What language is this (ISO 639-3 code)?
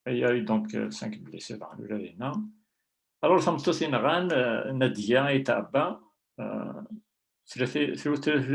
kab